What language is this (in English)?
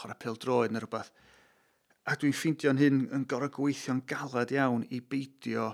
Welsh